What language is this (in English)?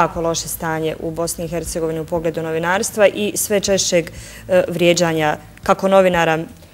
Bosnian